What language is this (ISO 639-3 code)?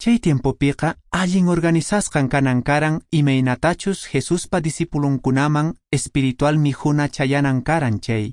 que